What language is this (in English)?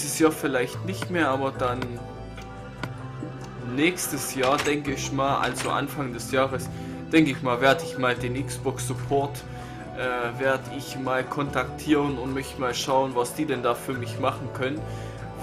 German